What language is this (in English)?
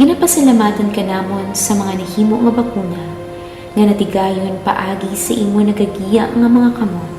Hiligaynon